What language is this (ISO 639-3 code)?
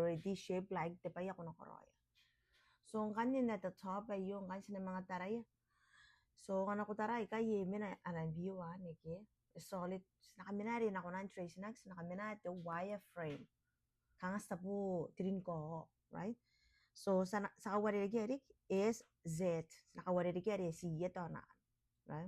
gil